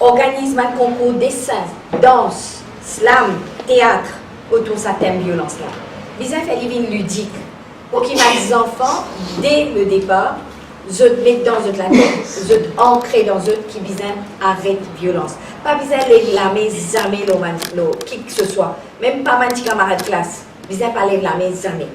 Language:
Morisyen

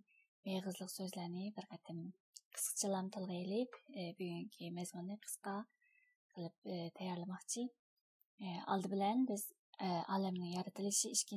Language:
Uyghur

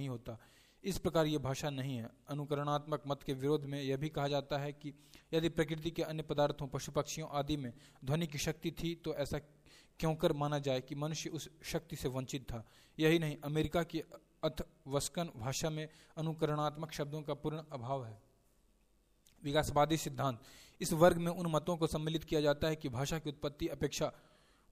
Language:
Hindi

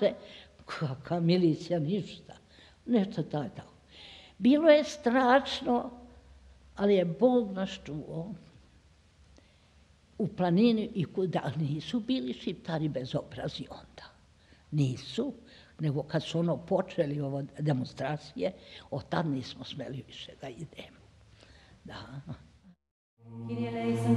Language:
Serbian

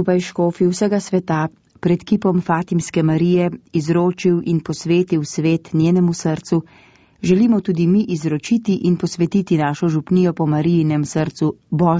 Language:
Slovenian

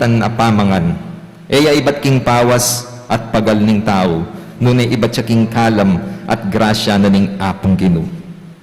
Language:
Pampanga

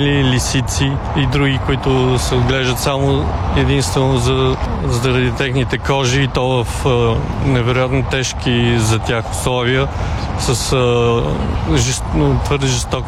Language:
Bulgarian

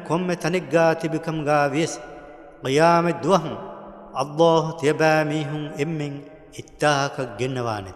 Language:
Divehi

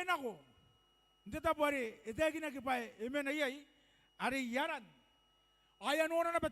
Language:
Gilbertese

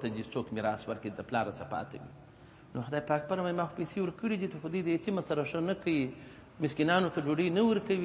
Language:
Pashto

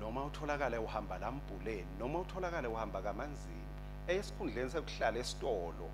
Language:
Swati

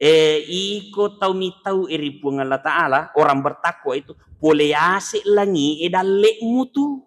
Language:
Buginese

